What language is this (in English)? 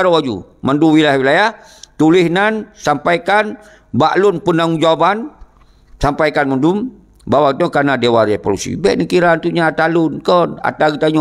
Achinese